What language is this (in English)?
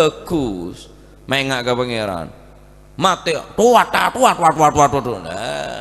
Madurese